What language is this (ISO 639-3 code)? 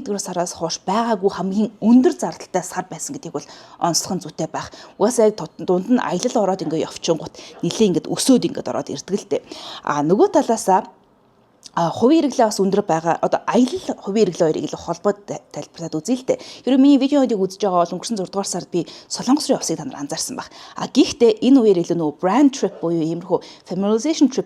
mon